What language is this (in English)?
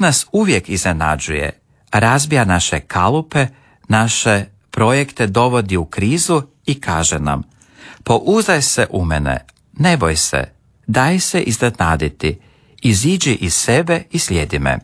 Croatian